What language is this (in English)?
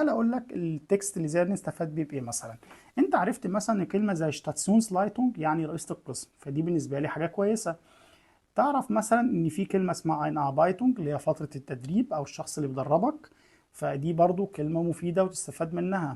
Egyptian Arabic